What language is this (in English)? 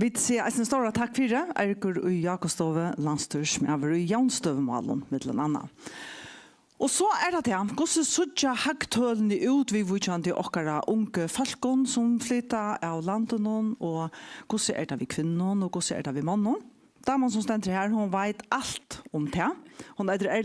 Faroese